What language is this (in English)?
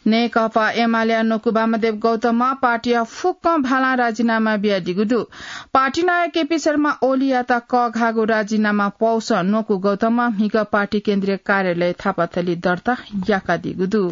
Newari